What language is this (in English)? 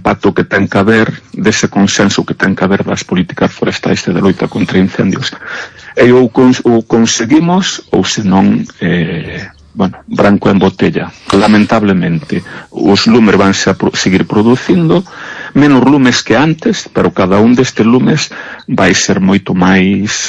Galician